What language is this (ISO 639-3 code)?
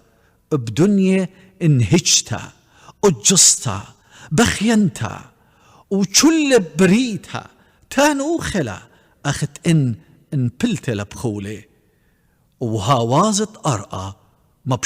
aii